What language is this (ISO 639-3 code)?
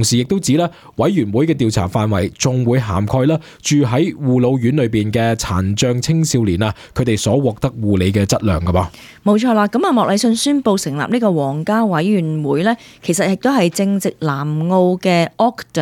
yue